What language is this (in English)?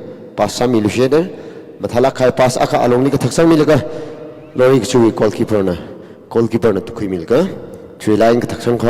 Tangkhul Naga (India)